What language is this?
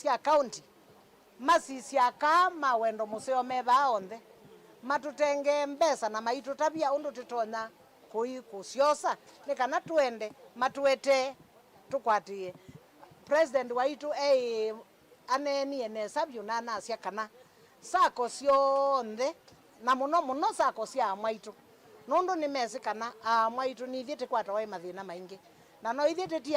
Kamba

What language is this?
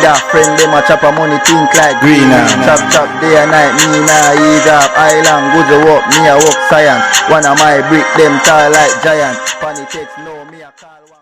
Jamaican Creole English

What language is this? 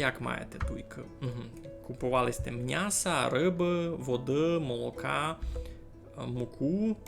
Rusyn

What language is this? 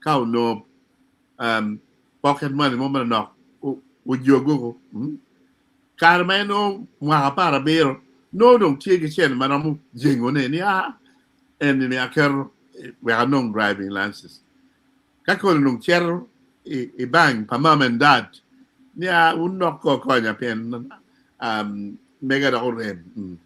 Acoli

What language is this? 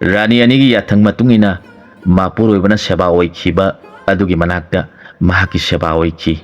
Manipuri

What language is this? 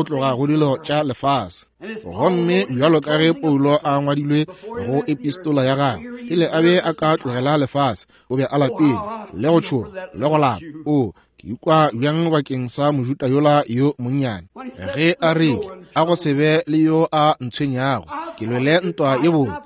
Northern Sotho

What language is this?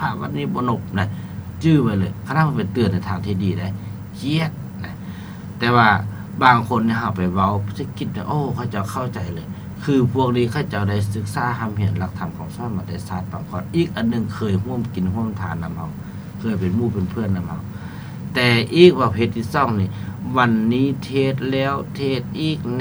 Lao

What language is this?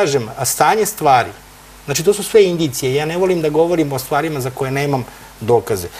Serbian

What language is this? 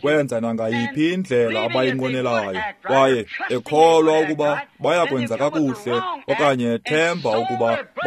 Xhosa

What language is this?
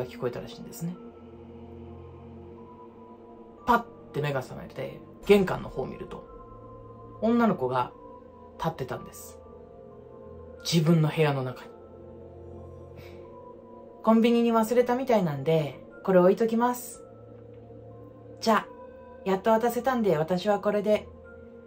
Japanese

